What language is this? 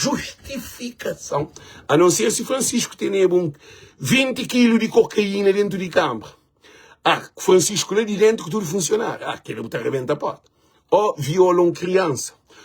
Kabuverdianu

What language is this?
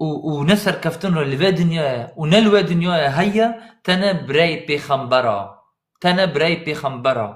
Kurdish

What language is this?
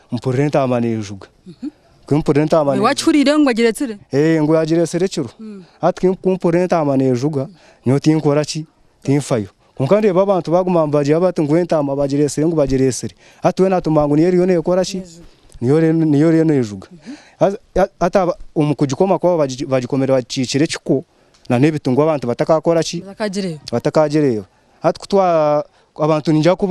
Nyankole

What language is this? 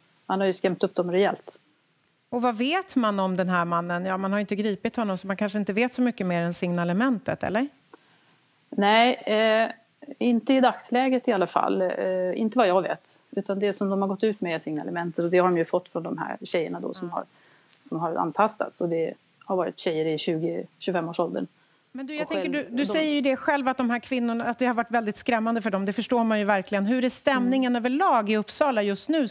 Swedish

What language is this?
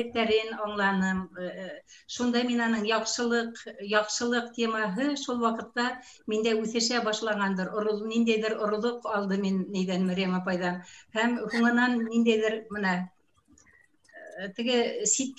Bashkir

